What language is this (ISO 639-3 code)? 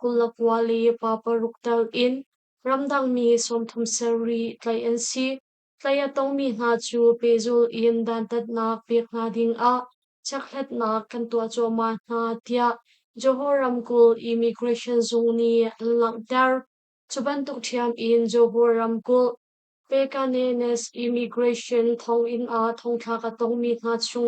cnh